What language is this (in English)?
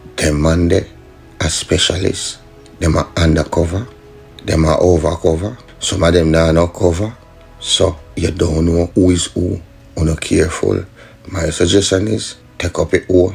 Jamaican Creole English